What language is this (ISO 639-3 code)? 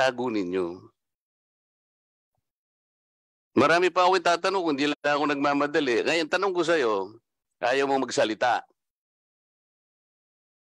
fil